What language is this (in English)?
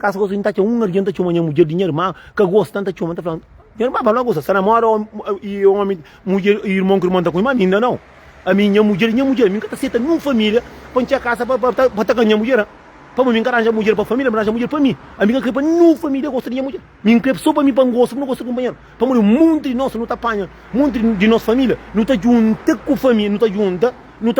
Kabuverdianu